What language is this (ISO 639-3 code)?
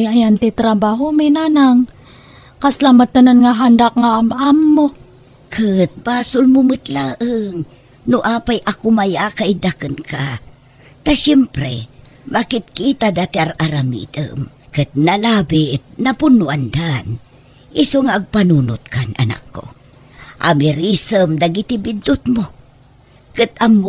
ilo